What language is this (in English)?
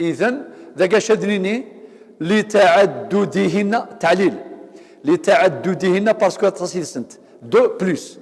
Kabyle